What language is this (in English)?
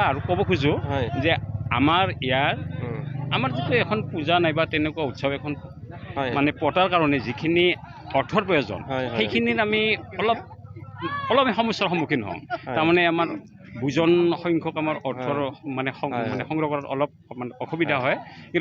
Assamese